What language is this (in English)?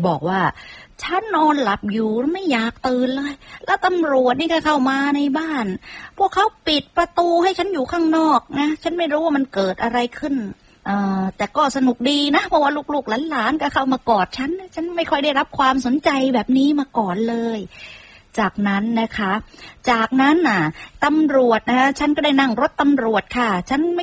Thai